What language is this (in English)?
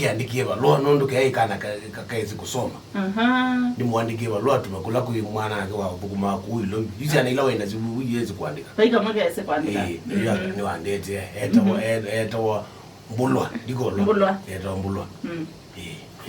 Kamba